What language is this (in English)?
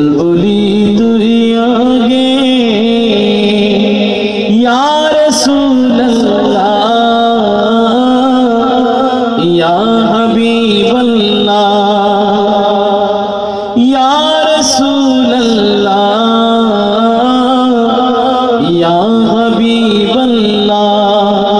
Bangla